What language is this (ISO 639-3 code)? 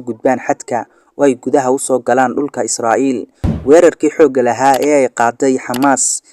som